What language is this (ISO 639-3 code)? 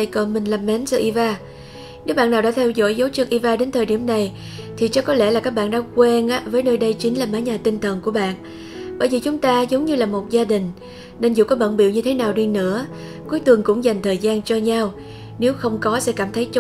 vie